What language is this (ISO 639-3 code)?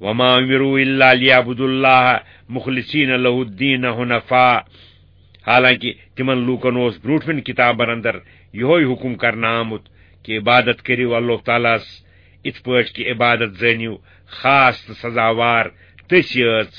kas